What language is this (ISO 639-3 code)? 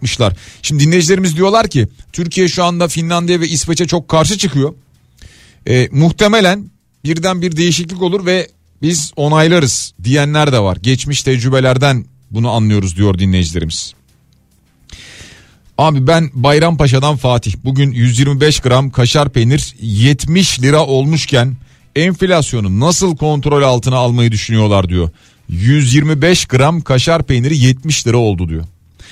tur